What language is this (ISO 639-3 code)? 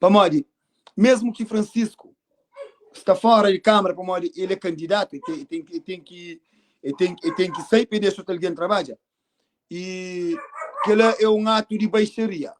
kea